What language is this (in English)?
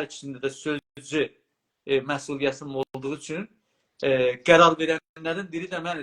South Azerbaijani